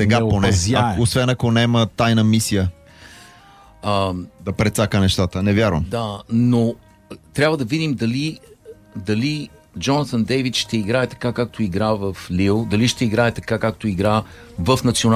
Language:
Bulgarian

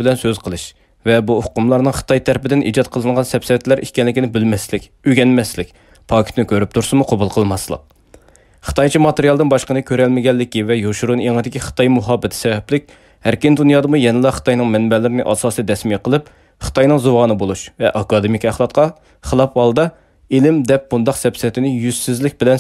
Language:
Uyghur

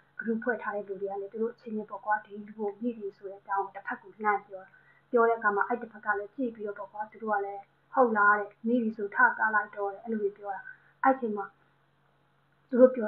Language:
Burmese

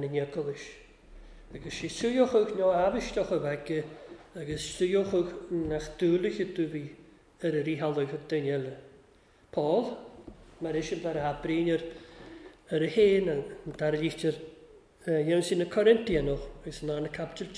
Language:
Welsh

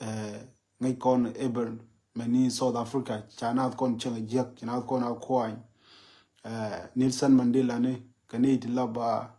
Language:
Nuer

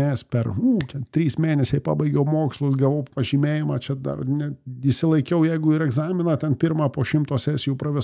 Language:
Lithuanian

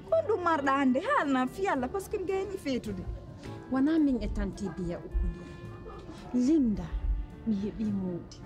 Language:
Pular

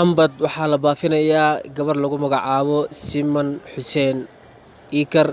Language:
Somali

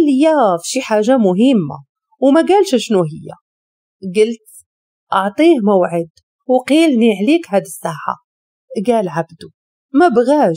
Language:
Moroccan Arabic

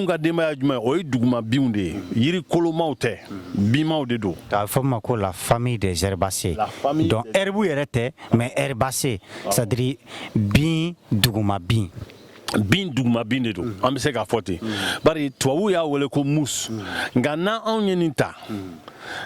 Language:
Bambara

